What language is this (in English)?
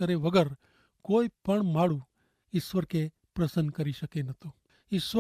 Kachhi